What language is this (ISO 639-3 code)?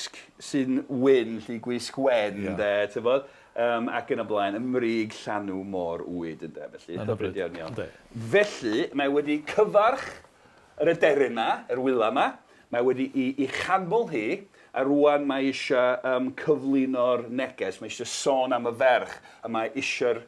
cym